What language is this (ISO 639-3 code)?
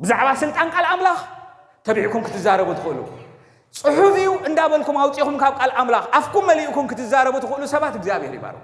tir